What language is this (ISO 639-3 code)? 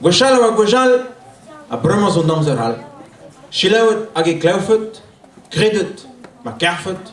bre